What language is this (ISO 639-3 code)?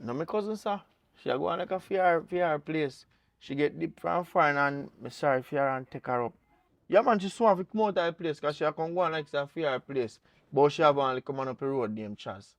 jam